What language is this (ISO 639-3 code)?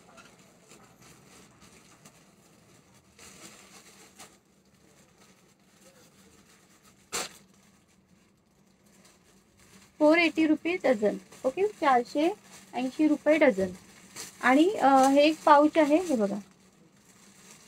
mar